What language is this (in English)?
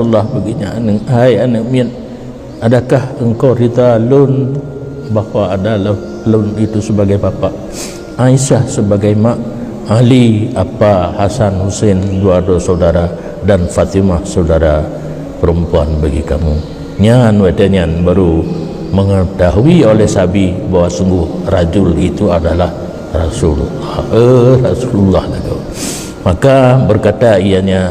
Achinese